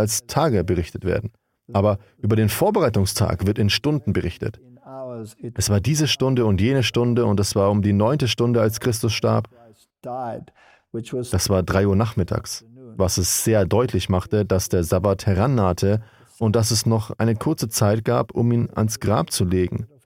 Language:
German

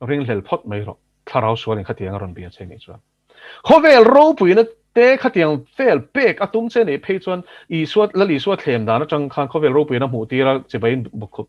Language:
Mizo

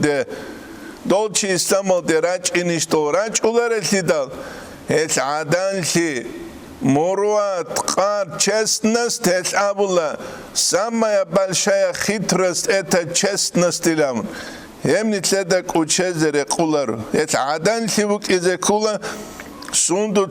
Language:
Avaric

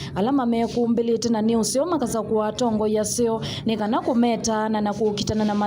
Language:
Kamba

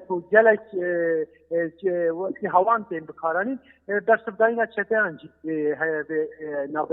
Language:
Kurdish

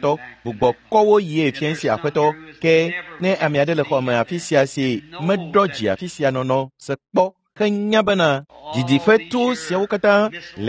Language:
Ewe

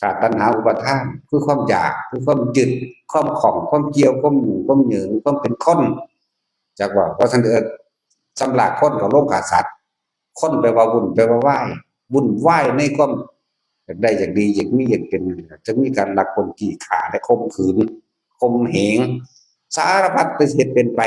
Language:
Northeastern Thai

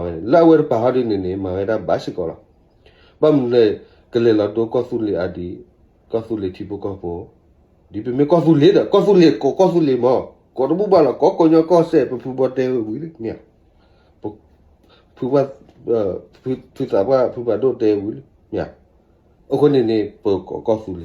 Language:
S'gaw Karen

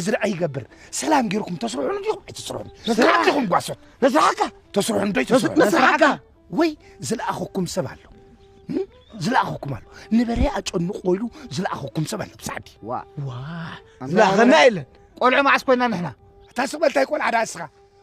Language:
Tigrinya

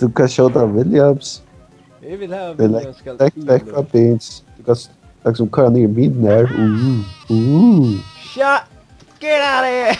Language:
Faroese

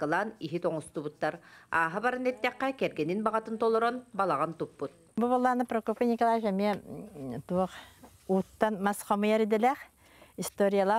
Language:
Yakut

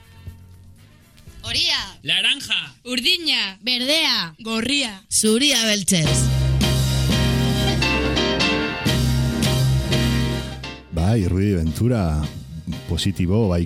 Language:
Basque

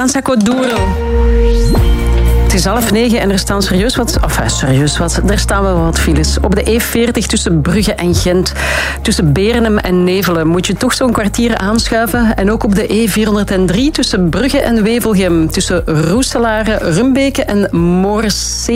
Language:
Dutch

